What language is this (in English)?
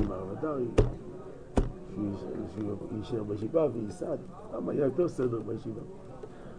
Hebrew